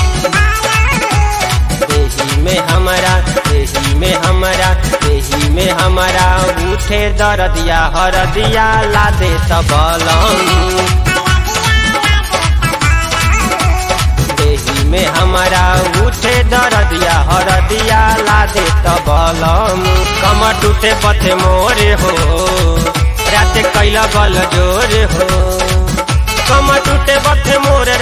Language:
Bhojpuri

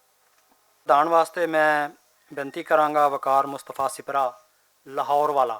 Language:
Western Panjabi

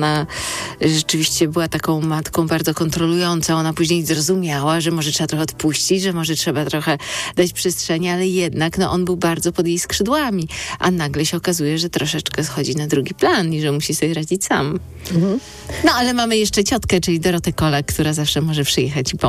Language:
Polish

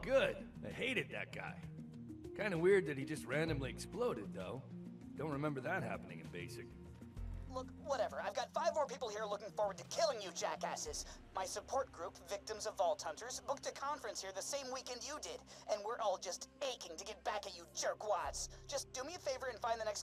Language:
English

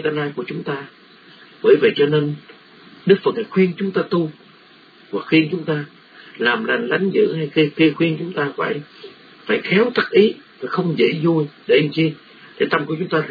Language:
Vietnamese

